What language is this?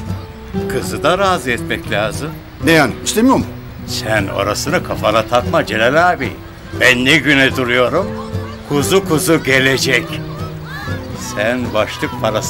Turkish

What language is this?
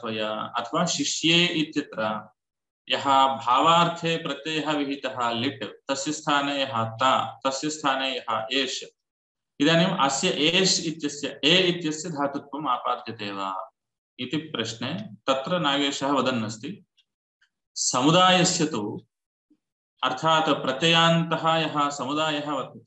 Sanskrit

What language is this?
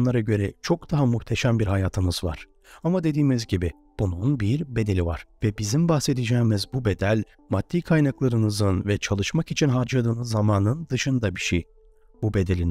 Turkish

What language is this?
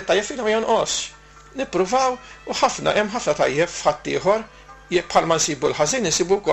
Maltese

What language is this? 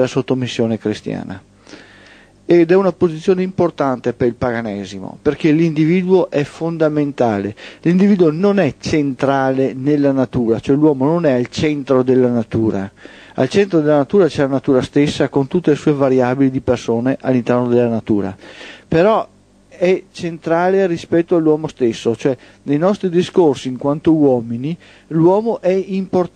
Italian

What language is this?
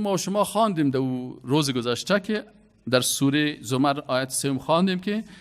Persian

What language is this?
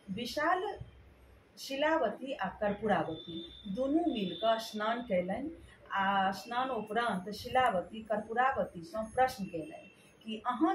Maithili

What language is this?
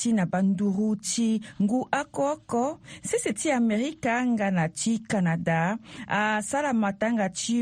Sango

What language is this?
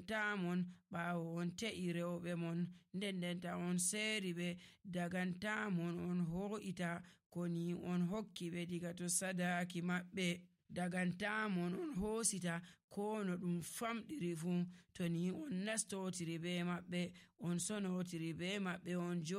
Nigerian Fulfulde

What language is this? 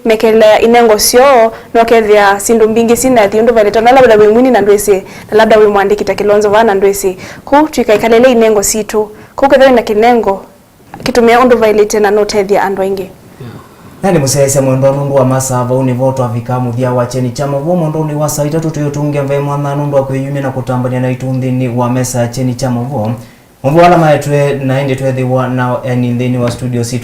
Kamba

